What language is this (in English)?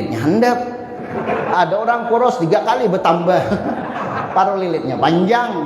Banjar